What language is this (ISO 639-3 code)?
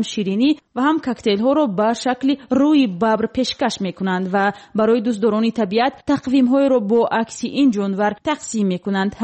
tgk